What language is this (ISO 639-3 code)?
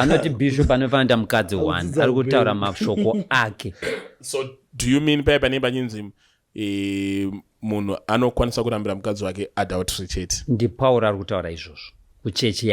sna